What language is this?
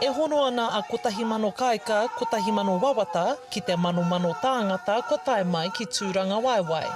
Māori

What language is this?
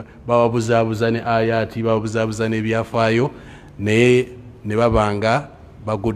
Ganda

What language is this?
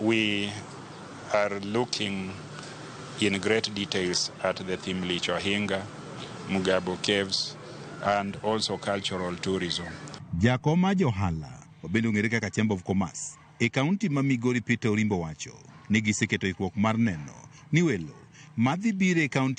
Luo (Kenya and Tanzania)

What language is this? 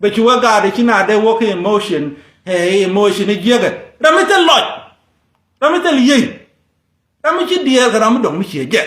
Nuer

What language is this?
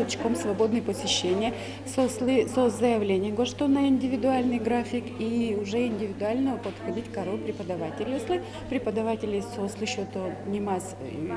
Udmurt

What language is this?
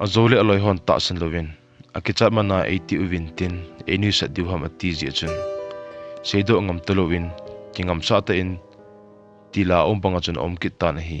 Thado Chin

